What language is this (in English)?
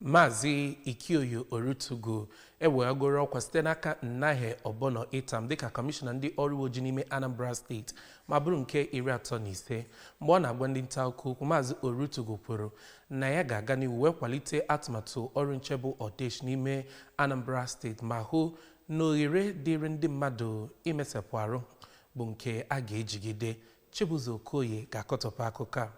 Igbo